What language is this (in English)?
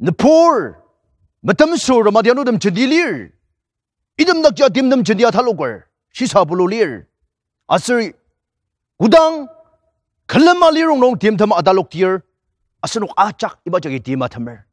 Ao Naga